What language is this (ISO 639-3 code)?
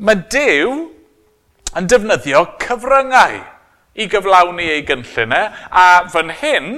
cym